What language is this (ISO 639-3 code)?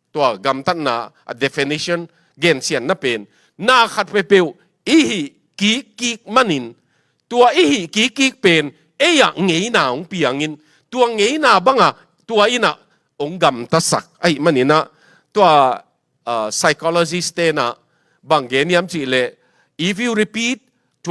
ctd